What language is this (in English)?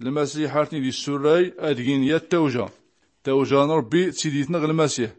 Tachelhit